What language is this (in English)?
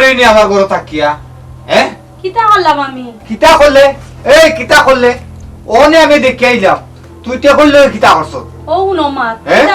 Sylheti